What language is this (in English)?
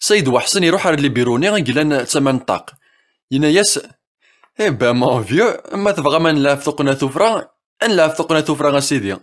Kabyle